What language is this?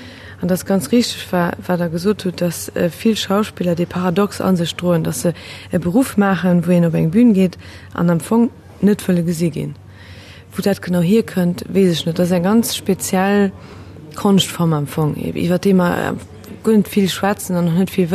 Luxembourgish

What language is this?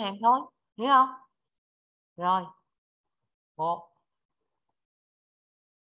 Vietnamese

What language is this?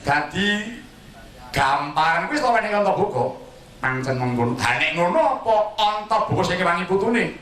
Javanese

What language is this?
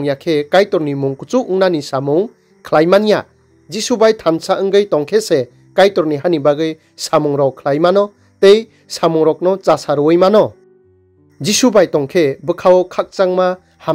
Kok Borok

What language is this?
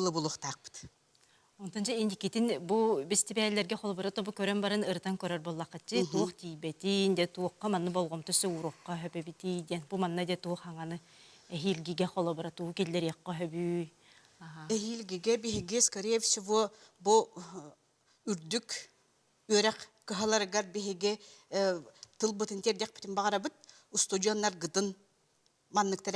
Yakut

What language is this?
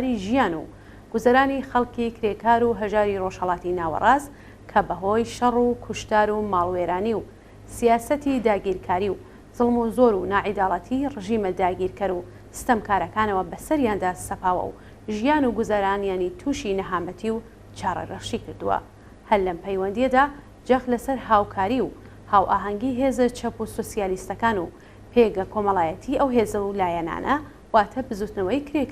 Central Kurdish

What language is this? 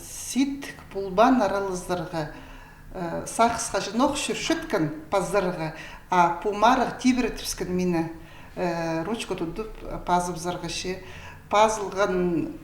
Khakas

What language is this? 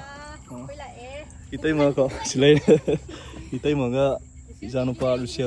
Manipuri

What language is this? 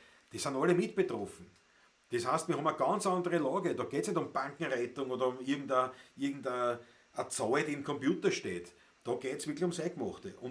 Bavarian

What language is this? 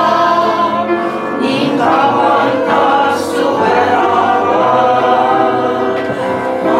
Estonian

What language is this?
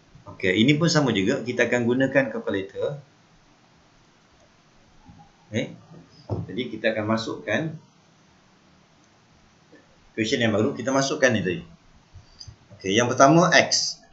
Malay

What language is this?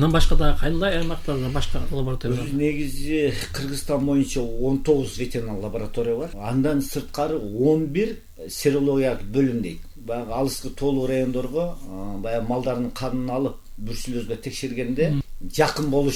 Kyrgyz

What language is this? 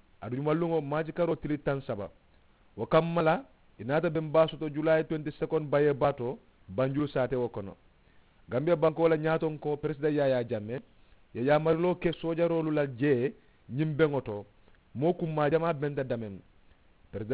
Mandingo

